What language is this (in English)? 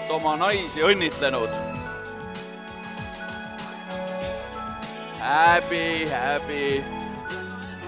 Estonian